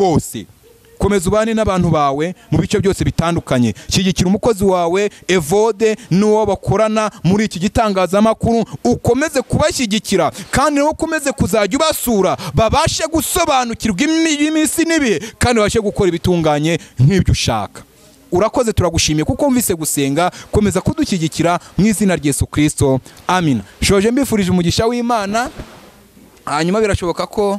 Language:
Kinyarwanda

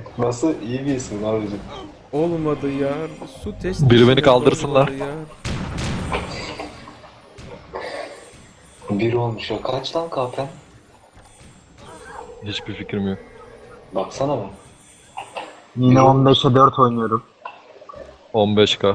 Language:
Turkish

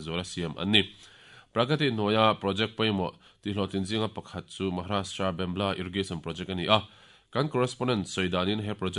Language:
Mizo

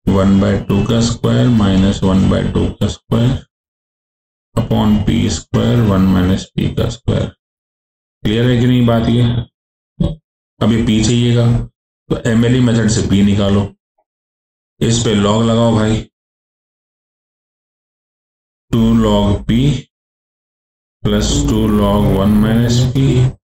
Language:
Hindi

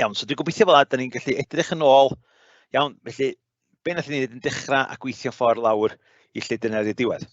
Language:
Welsh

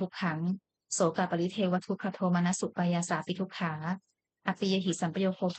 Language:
Pali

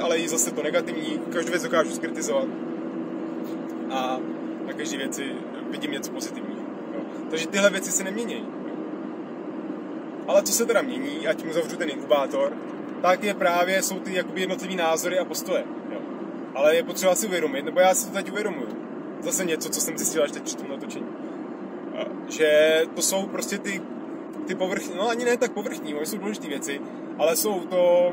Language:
Czech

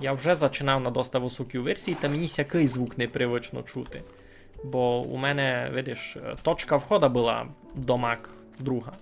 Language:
Rusyn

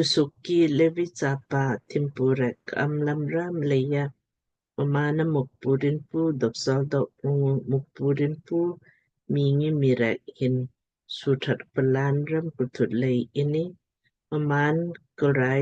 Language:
Lamkang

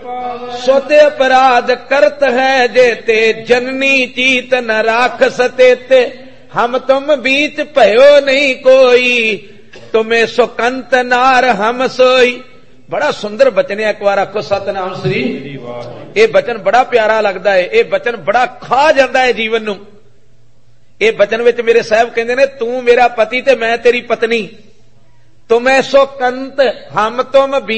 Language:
Punjabi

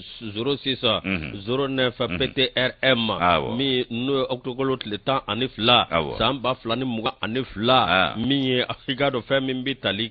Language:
Bambara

